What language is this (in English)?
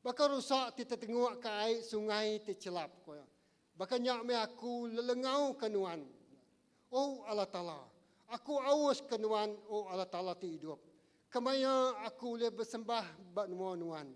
Iban